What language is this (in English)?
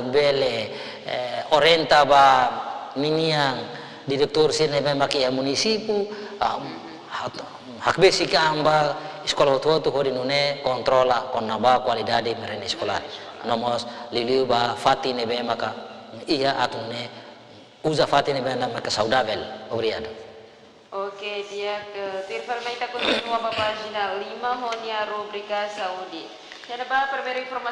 Tetum